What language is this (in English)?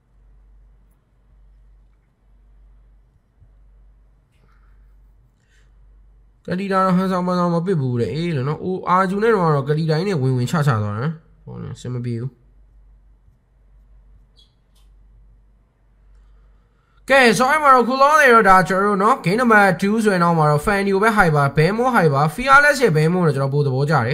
Burmese